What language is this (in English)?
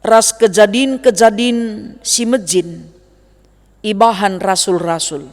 Batak Karo